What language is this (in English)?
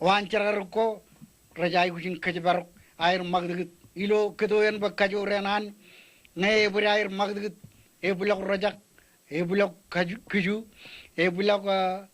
Marshallese